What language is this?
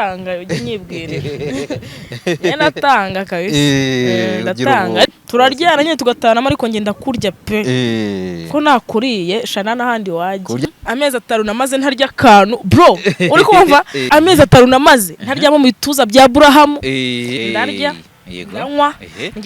Kinyarwanda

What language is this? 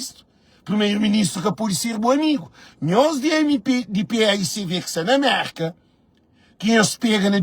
Kabuverdianu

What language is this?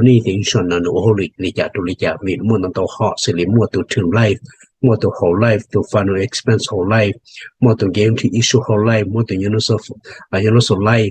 Hmong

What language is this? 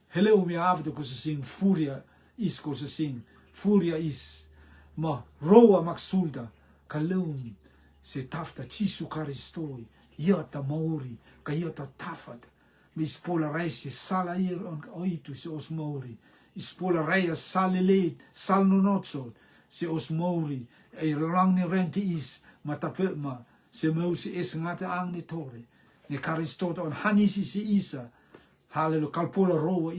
Rotuman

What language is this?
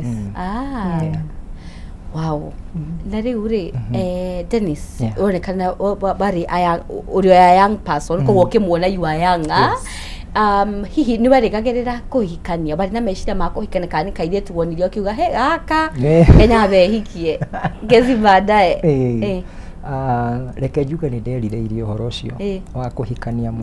Kikuyu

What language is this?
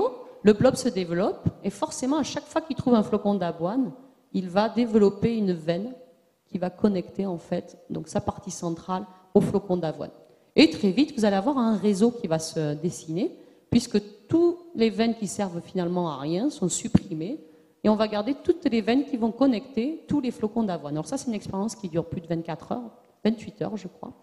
French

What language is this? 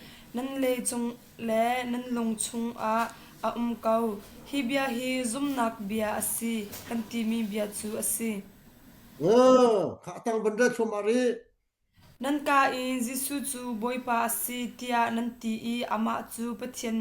Hakha Chin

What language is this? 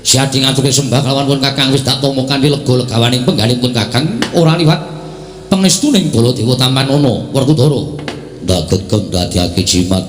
Javanese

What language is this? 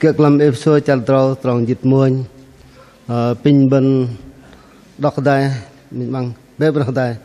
Bahnar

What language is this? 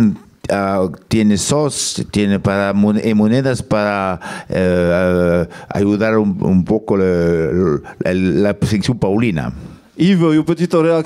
Occitan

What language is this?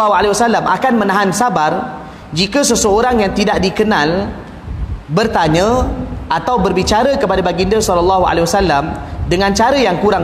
Malay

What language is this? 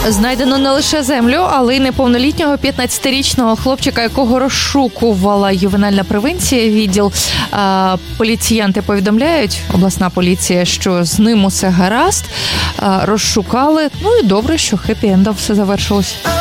Ukrainian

